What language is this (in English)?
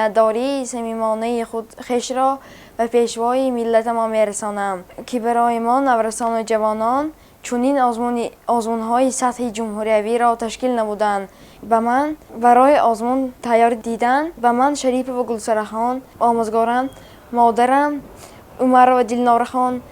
Tajik